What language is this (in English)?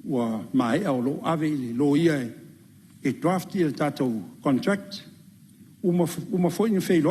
Samoan